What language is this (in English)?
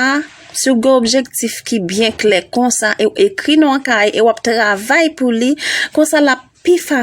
Haitian Creole